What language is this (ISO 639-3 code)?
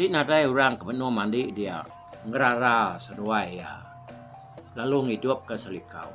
iba